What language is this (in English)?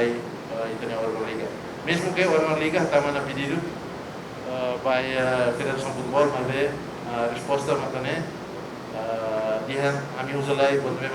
Tetum